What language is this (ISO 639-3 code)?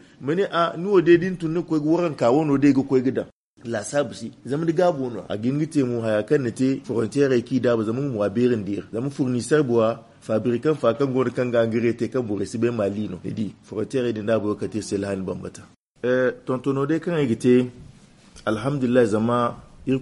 dje